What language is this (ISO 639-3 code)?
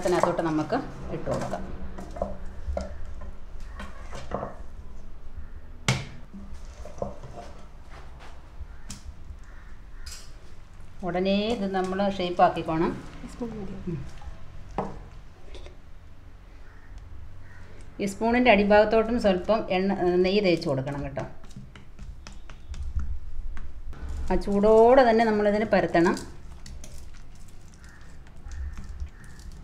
mal